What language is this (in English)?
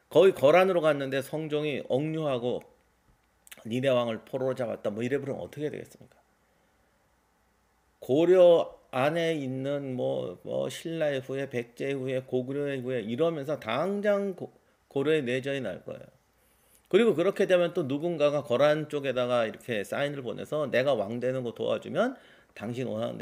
Korean